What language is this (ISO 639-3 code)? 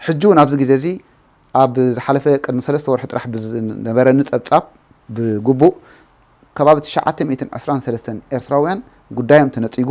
tir